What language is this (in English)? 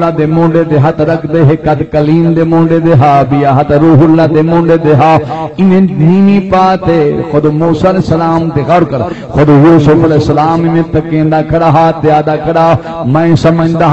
Saraiki